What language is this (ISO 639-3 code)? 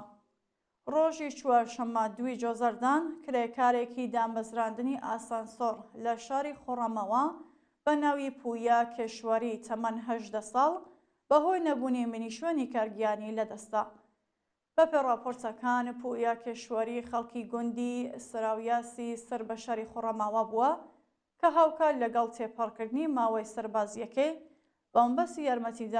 ckb